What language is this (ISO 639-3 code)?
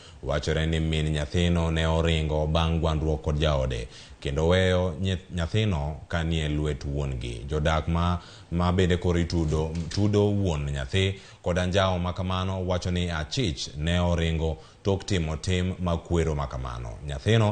luo